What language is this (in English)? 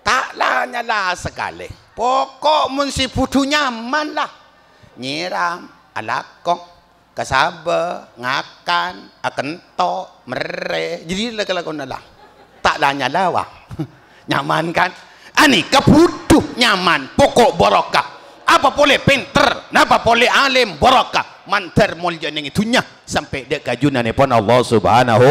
Madurese